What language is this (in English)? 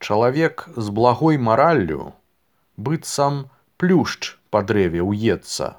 Belarusian